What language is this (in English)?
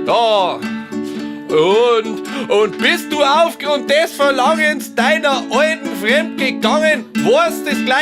Bavarian